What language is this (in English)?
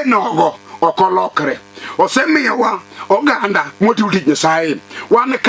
Luo (Kenya and Tanzania)